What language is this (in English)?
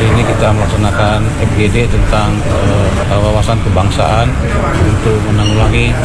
Indonesian